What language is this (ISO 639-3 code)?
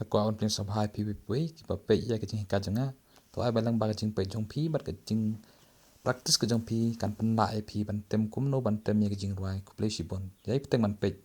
kha